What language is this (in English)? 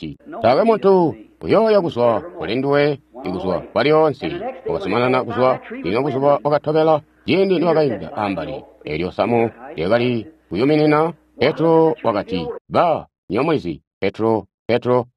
Tonga (Zambia)